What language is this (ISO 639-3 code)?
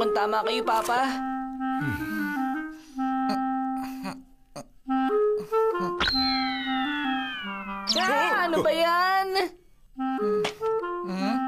fil